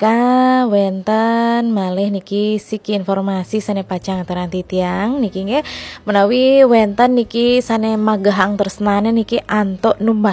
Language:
Balinese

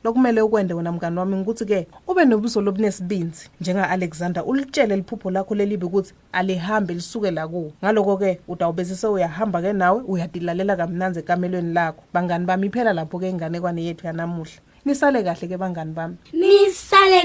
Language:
Swati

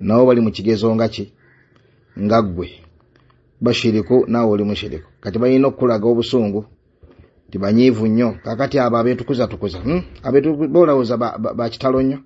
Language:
Ganda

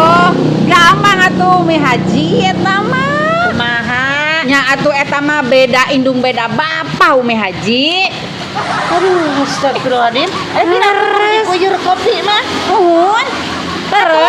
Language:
Sundanese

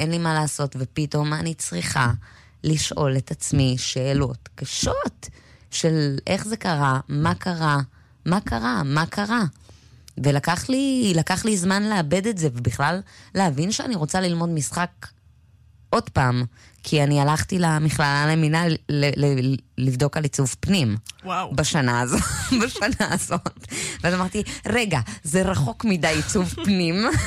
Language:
Hebrew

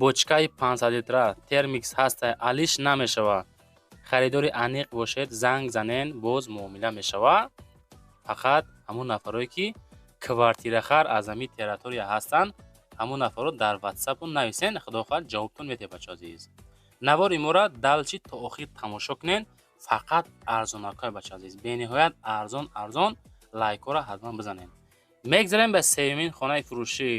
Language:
Tajik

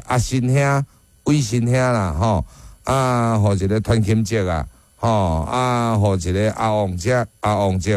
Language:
Min Nan Chinese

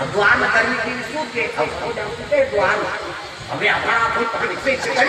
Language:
Chhattisgarhi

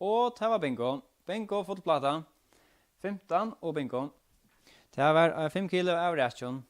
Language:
Faroese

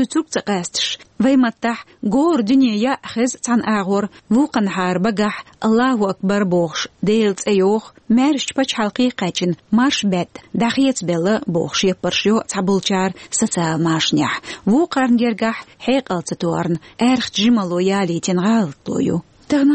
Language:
Chechen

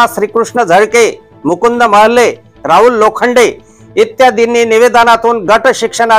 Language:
Marathi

